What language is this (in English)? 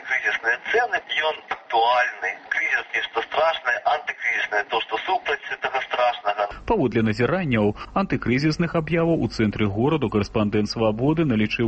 Belarusian